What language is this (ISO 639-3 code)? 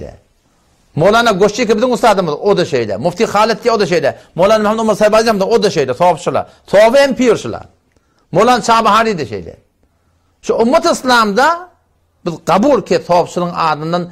tuk